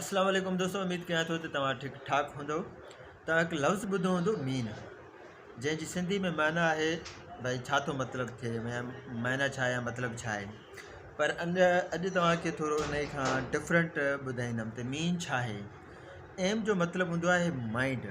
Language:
Sindhi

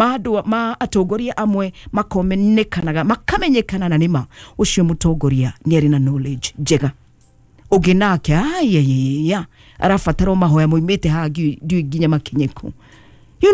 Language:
Kikuyu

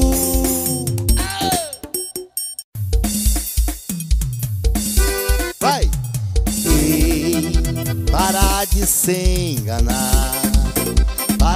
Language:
Portuguese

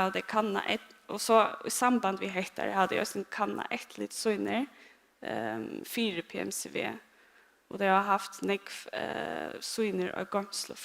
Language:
Faroese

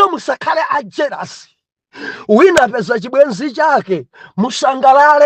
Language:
Nyanja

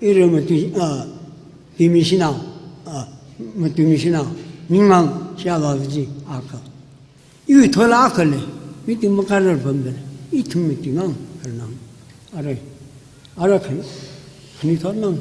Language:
Tangkhul Naga (India)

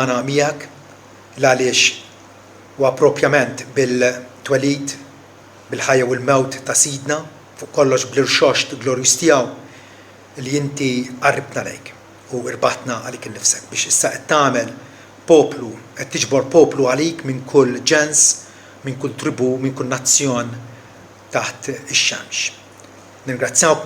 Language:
Maltese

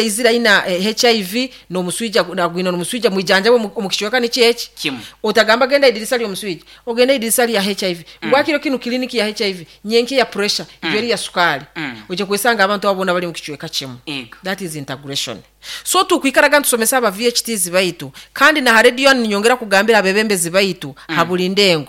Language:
Nyoro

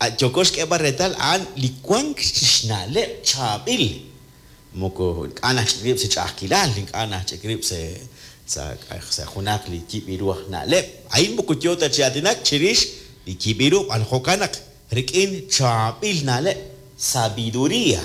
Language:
Kekchí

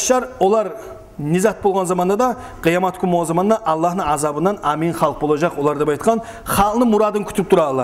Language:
Kumyk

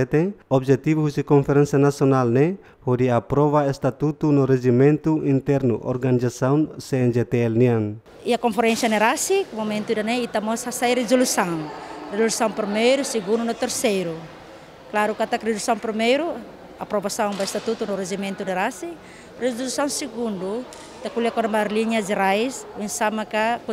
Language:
Tetum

